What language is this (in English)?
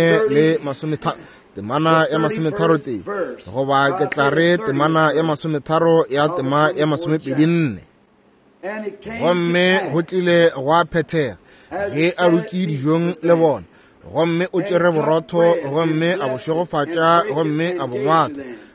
Northern Sotho